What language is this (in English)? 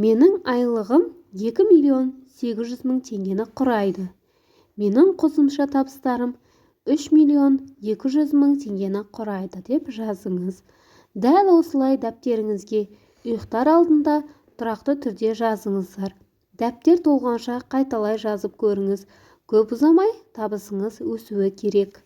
Kazakh